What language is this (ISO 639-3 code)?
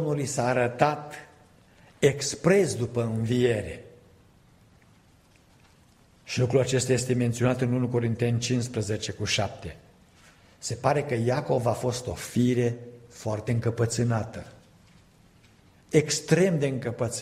ron